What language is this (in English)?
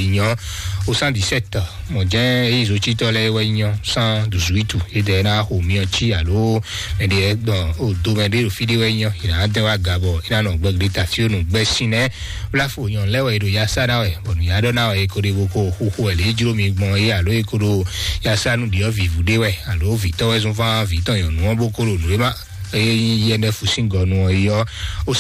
Fon